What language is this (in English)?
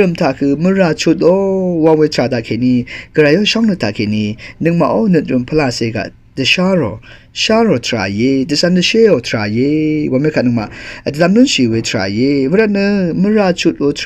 Rawang